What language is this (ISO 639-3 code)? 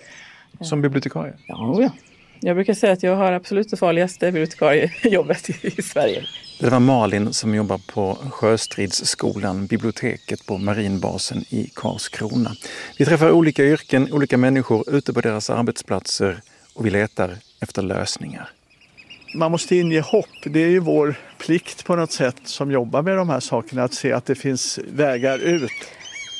swe